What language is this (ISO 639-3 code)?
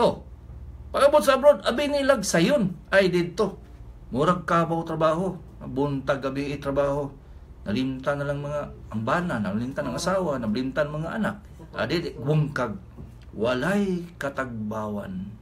ceb